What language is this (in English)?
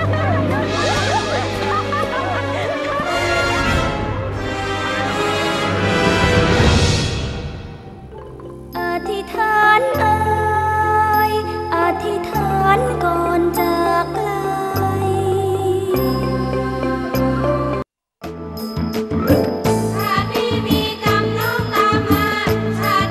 Thai